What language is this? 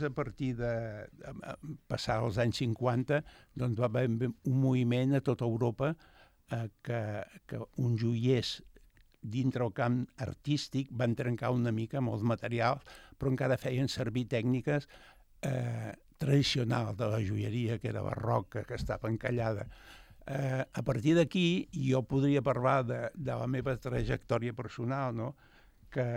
Catalan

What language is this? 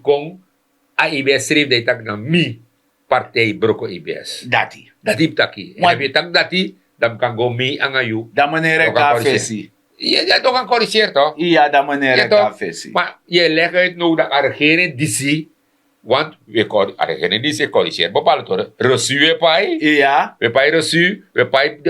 Sranan Tongo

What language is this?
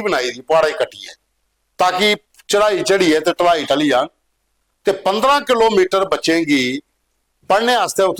Dogri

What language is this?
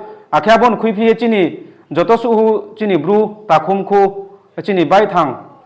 Riang (India)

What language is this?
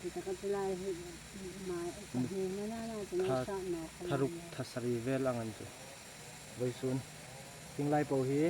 Hmar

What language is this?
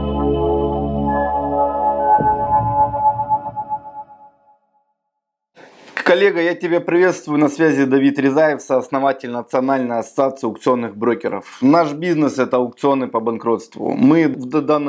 Russian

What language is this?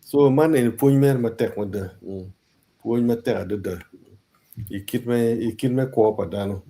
Acoli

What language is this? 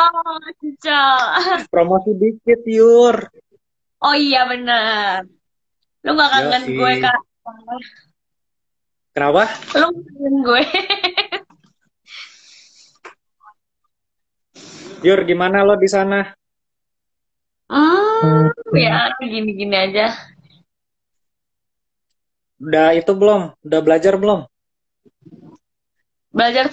Indonesian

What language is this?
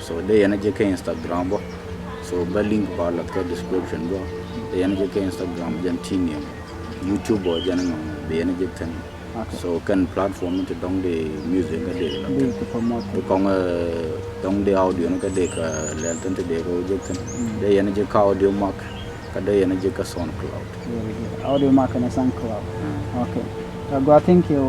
Nuer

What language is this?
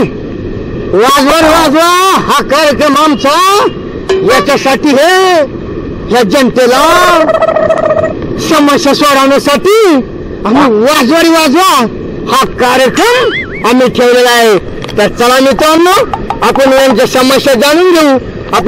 Marathi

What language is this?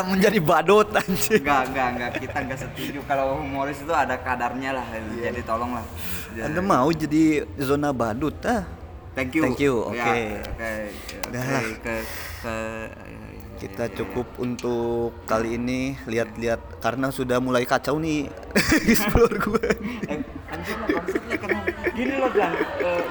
Indonesian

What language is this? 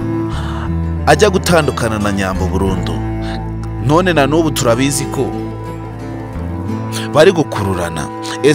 Kinyarwanda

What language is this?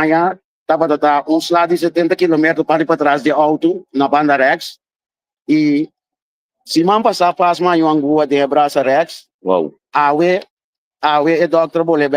Papiamento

